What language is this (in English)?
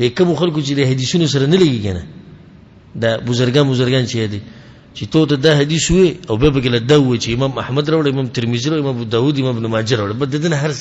Pashto